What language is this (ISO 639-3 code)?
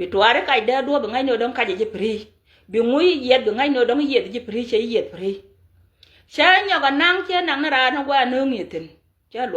nus